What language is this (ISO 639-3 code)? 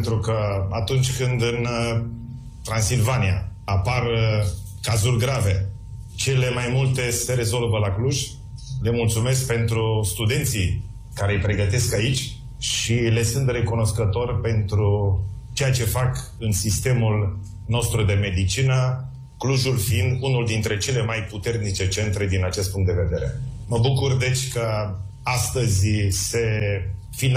ron